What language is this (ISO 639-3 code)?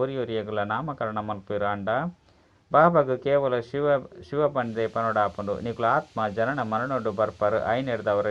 tcy